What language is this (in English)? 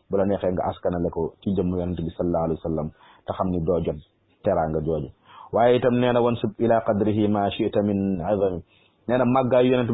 Wolof